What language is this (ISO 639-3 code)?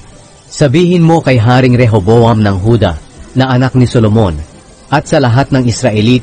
fil